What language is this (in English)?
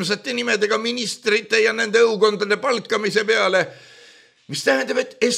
Estonian